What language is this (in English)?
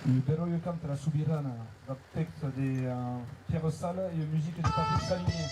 Occitan